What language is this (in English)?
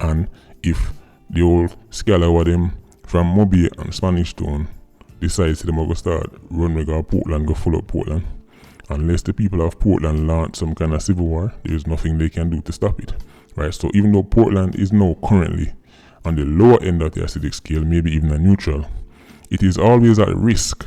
Jamaican Creole English